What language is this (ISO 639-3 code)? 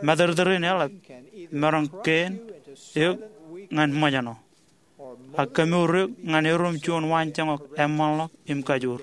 mah